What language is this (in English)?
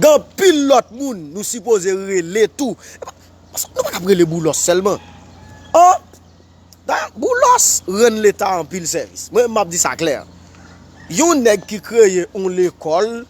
Haitian Creole